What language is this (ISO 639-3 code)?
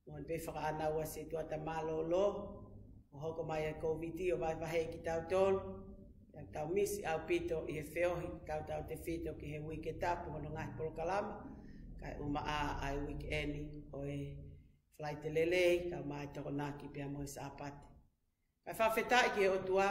ton